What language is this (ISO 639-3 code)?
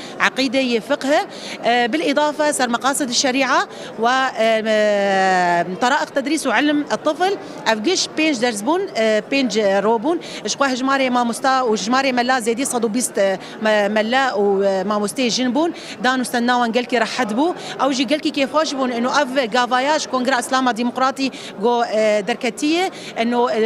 kur